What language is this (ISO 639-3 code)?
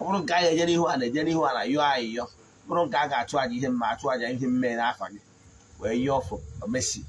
ibo